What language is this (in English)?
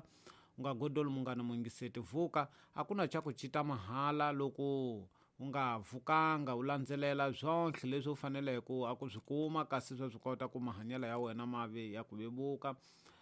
Tsonga